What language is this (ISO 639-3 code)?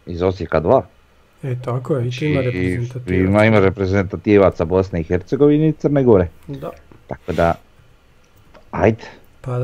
hrv